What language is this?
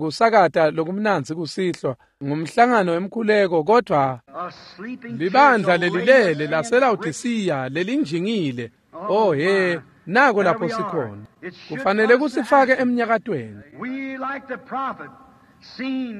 Swati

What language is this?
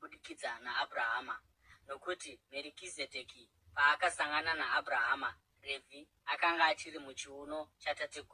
Shona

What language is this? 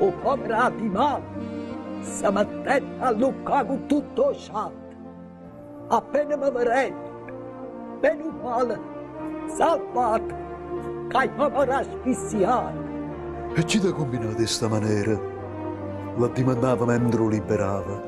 Neapolitan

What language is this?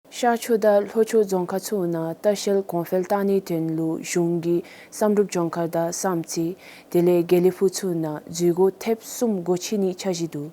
Dzongkha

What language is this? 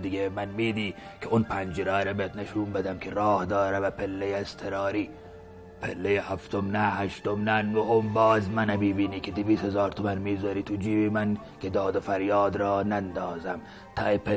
Persian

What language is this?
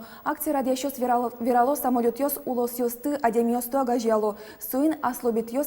Udmurt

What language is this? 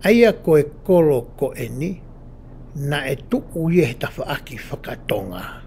Tongan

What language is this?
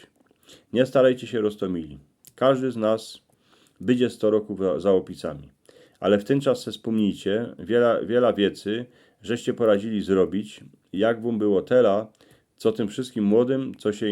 Silesian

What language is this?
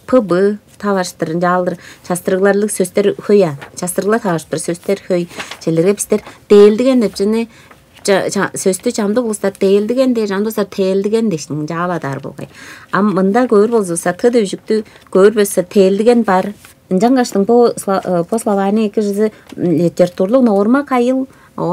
Tuvinian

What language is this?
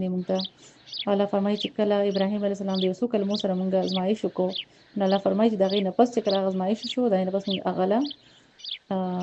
Pashto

